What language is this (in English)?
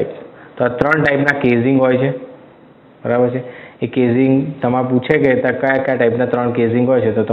Gujarati